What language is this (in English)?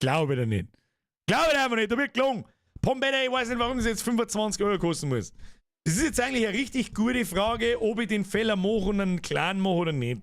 Bavarian